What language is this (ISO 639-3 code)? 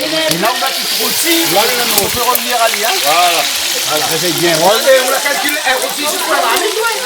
rcf